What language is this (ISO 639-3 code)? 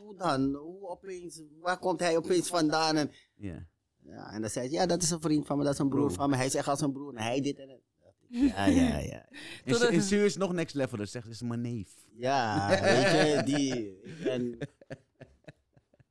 nld